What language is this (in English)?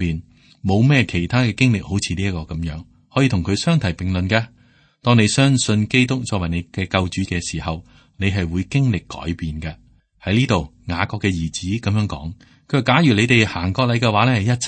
Cantonese